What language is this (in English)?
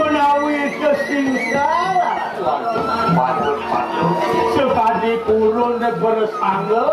Balinese